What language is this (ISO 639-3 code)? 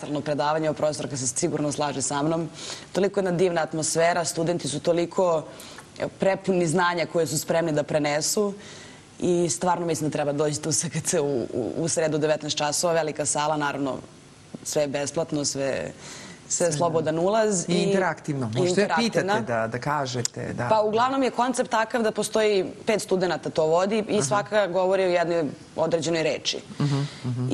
srp